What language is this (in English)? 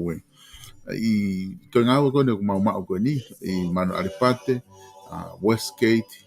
Tongan